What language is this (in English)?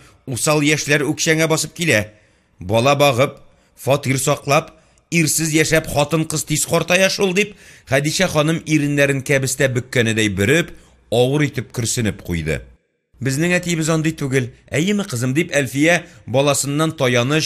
Tatar